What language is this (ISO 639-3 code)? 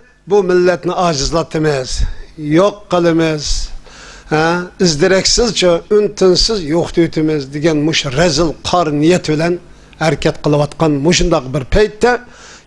uig